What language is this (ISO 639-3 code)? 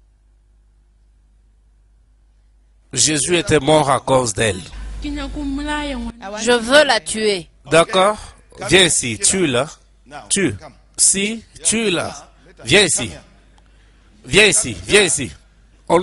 fra